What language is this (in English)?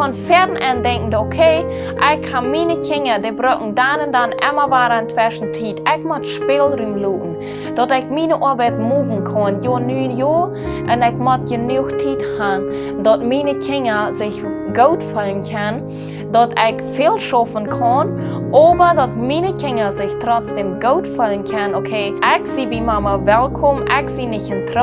Plautdietsch